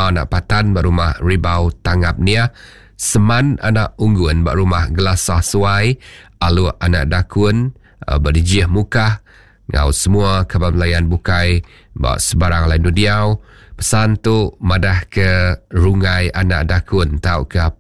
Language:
Iban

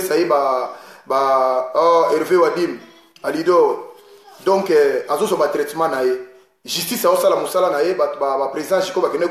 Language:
Lingala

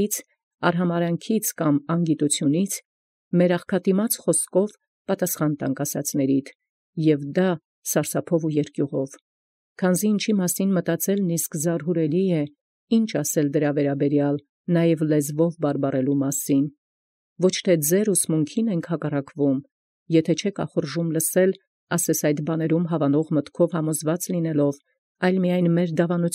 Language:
Armenian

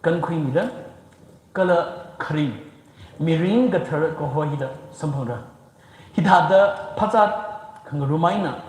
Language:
Tangkhul Naga (India)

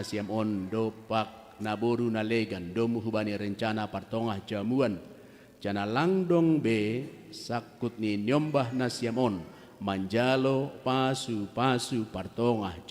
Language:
Batak Simalungun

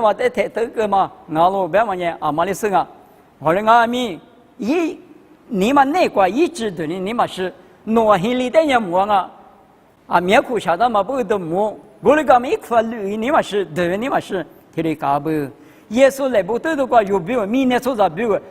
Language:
Lisu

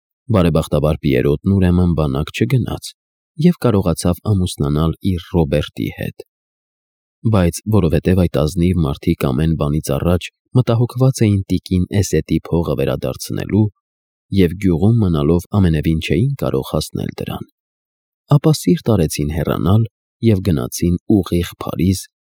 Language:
Armenian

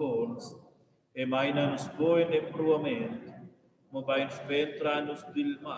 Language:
Romansh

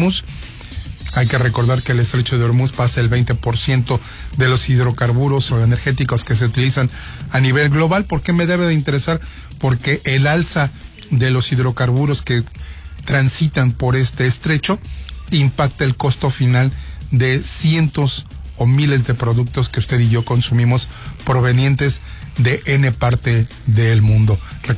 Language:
Spanish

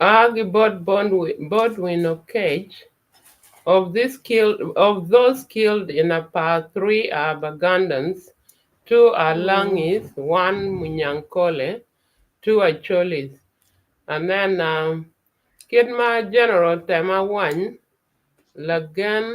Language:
Acoli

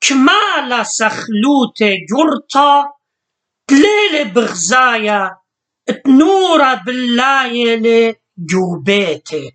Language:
Assyrian Neo-Aramaic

